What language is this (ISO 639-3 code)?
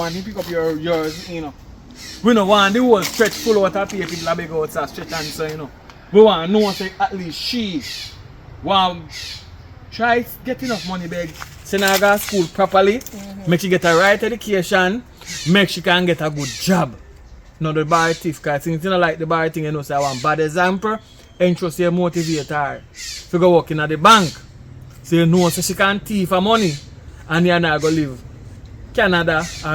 jam